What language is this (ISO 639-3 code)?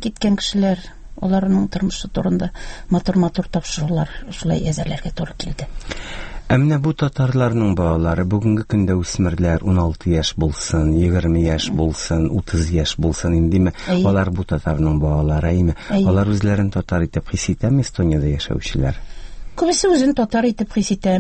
tat